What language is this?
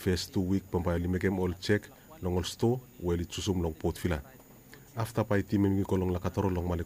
Bislama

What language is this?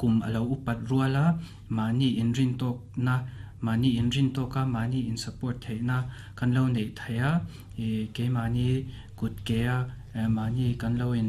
Mizo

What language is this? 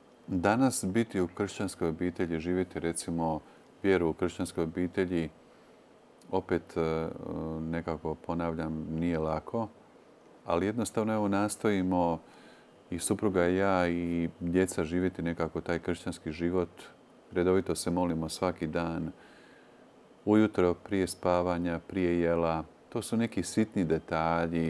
Croatian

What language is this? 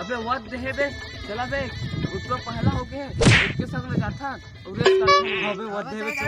Chhattisgarhi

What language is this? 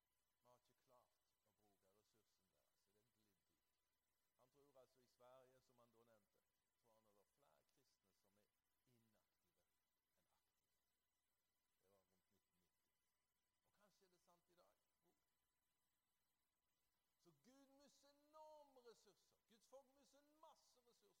Norwegian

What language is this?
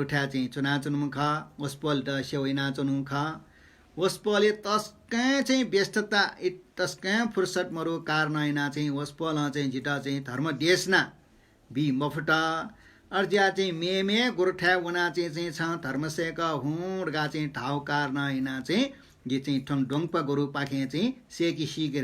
Newari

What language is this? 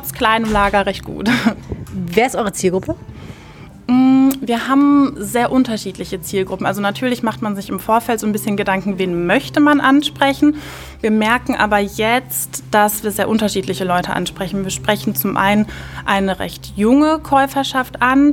German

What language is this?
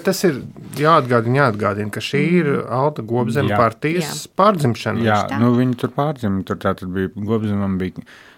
Latvian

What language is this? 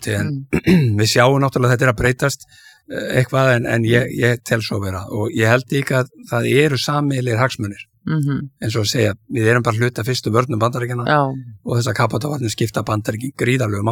Icelandic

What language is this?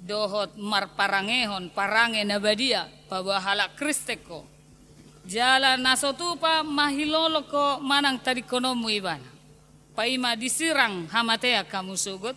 Batak Toba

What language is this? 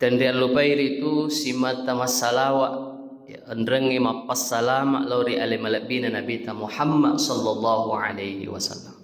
Buginese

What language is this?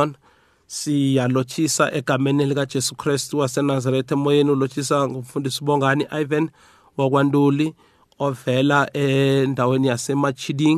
South Ndebele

